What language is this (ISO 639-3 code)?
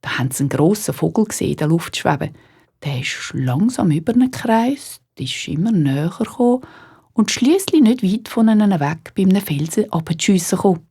gsw